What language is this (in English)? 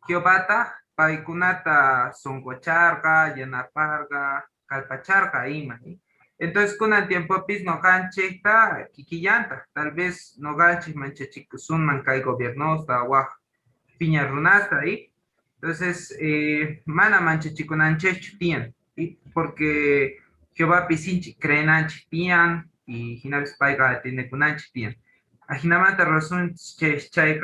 Quechua